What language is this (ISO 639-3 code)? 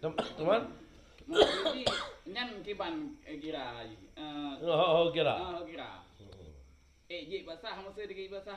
ace